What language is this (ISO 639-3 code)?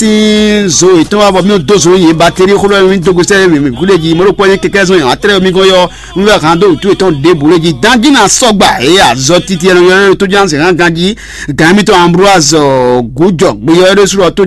fon